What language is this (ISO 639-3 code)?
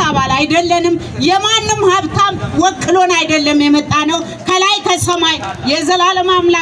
amh